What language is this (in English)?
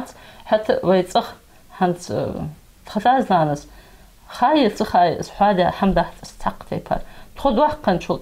Ingush